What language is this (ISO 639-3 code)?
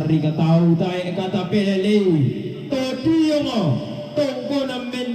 sda